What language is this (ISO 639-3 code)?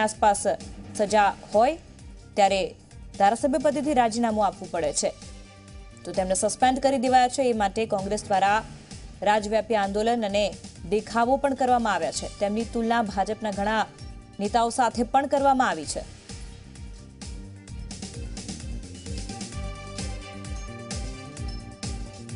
guj